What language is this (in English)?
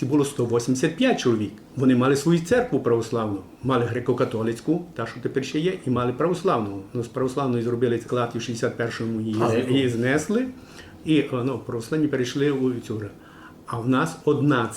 Rusyn